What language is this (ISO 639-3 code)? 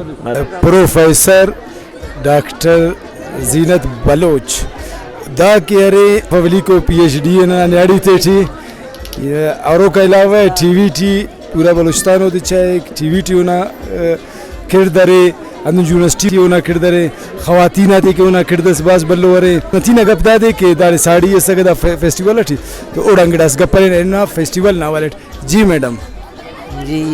brh